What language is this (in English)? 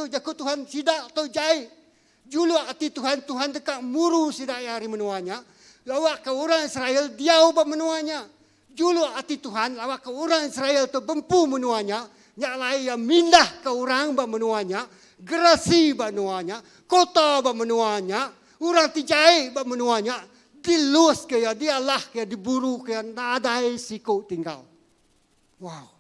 Iban